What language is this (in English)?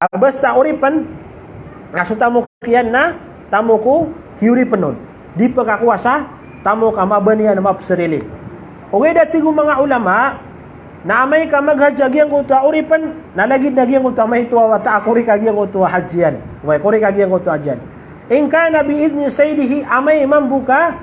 Maranao